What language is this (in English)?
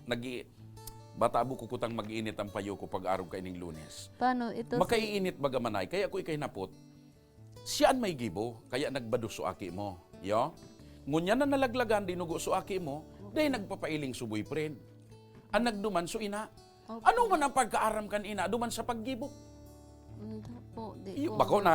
Bikol